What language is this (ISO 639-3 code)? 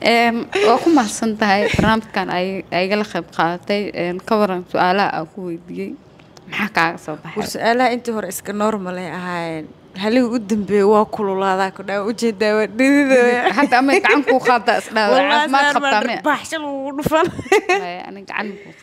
som